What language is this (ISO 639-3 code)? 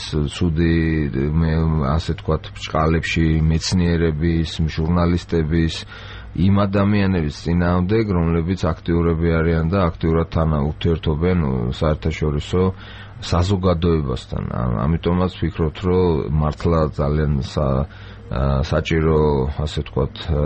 kat